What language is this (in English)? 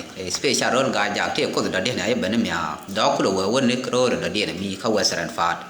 Nuer